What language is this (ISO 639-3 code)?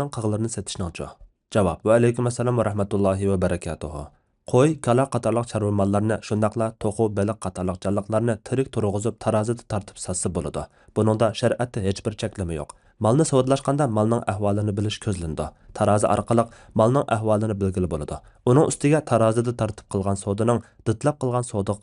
uig